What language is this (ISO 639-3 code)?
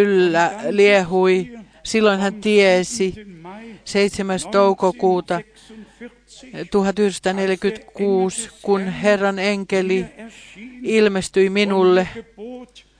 fin